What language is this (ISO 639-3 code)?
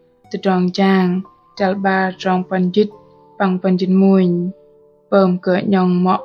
bdq